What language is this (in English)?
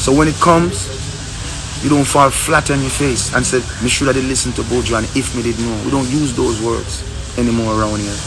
Jamaican Creole English